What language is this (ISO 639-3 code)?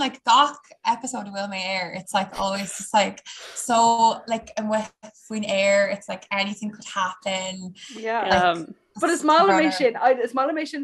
gle